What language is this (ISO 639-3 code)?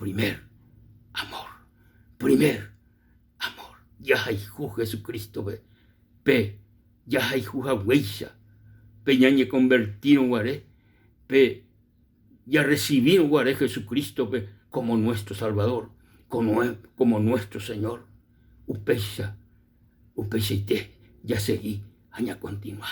grn